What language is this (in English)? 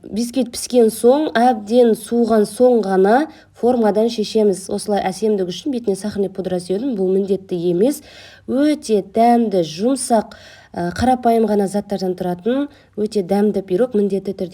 Kazakh